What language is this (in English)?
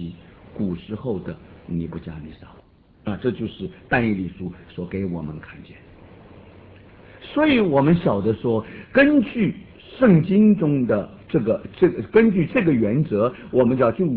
Chinese